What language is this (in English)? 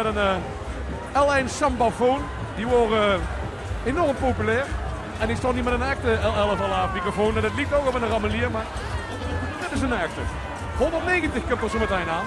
Limburgish